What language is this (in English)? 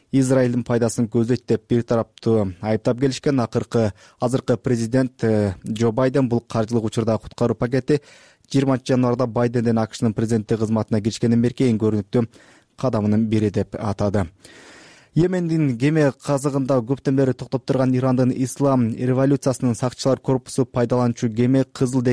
Kyrgyz